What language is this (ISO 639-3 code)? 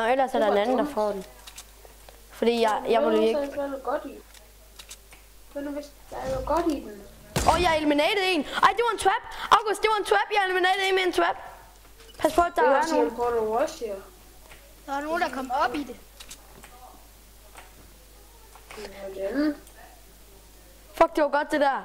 dan